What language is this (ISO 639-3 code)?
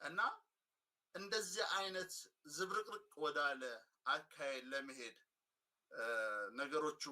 amh